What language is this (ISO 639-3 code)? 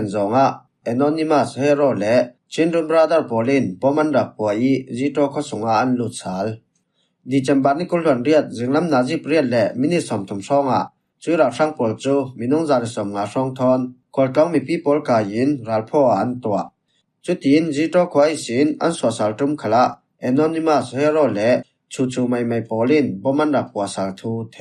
cfm